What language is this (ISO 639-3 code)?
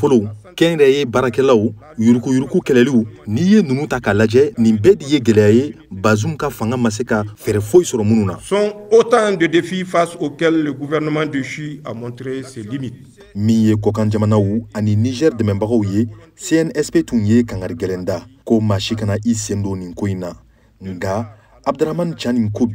bam